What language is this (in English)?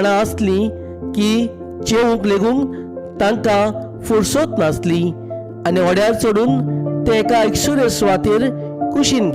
Konkani